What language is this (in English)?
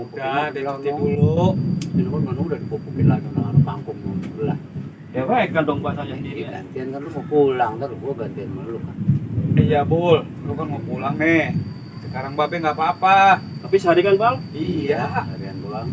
Betawi